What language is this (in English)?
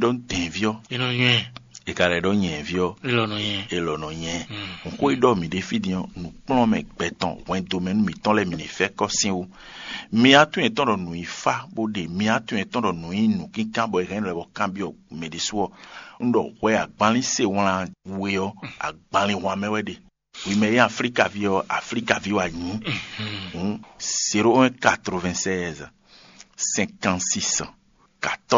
Fon